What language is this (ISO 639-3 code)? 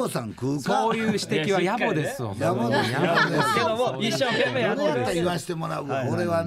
jpn